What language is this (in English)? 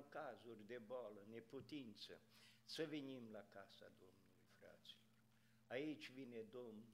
Romanian